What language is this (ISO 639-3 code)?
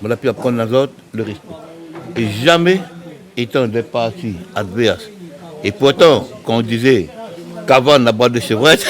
rcf